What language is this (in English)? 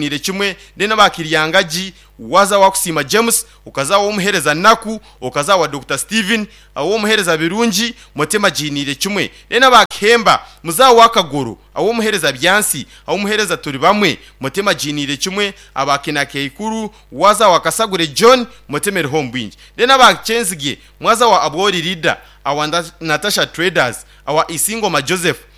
Nyankole